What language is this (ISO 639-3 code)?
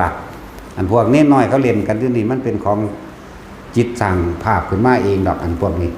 tts